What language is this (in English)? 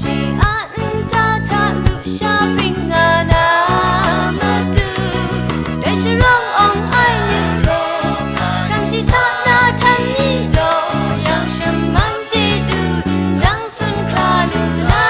Kachin